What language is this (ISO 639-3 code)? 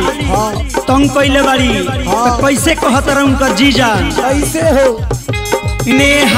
bho